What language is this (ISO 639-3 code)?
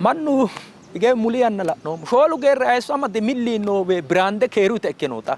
sid